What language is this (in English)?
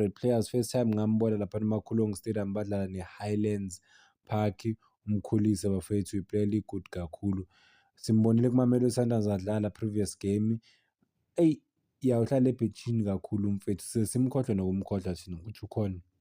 Zulu